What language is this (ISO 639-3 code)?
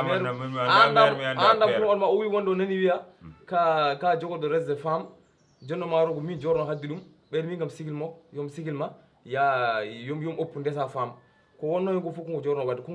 ful